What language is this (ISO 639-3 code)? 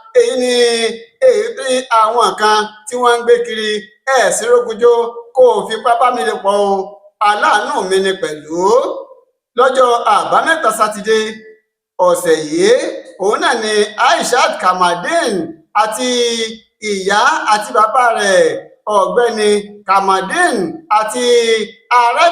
yor